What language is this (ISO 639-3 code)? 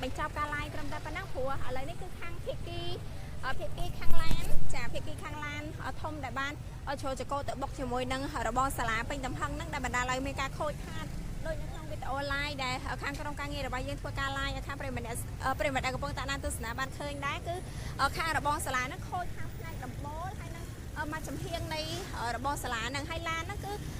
khm